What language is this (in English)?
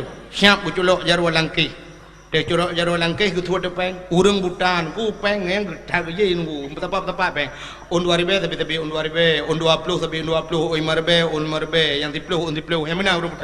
Achinese